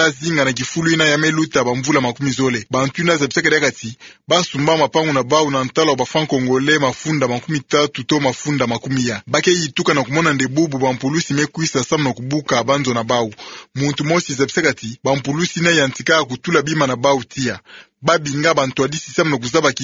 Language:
Kituba (Democratic Republic of Congo)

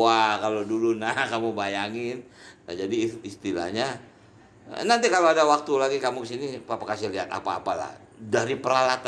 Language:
Indonesian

